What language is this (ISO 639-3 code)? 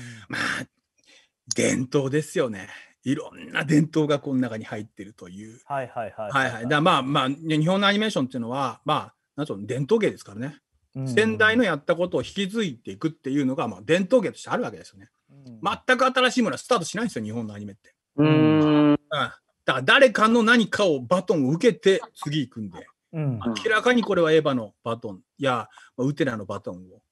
jpn